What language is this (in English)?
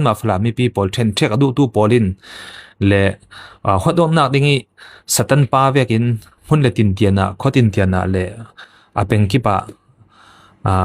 Falam Chin